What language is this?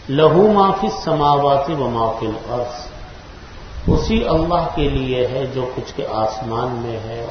Urdu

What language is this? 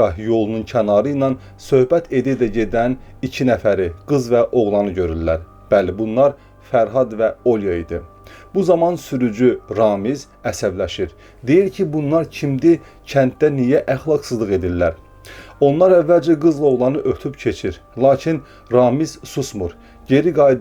Azerbaijani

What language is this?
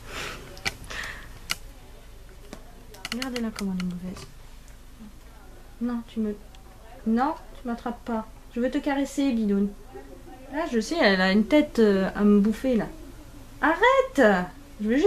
French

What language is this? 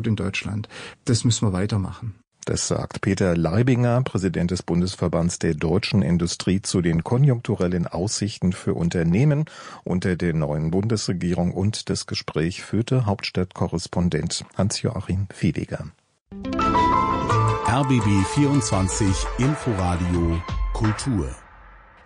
German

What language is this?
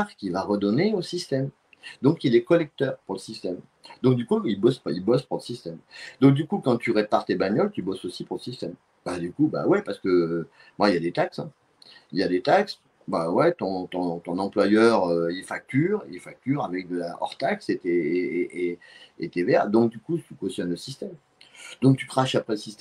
French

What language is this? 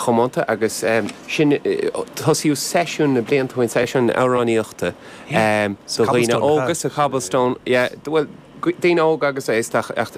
Irish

